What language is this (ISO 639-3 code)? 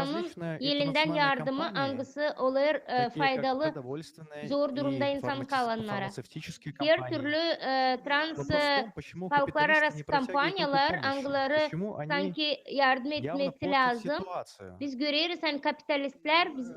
gag